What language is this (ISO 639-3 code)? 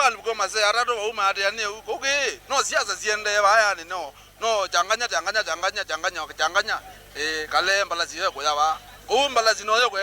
kam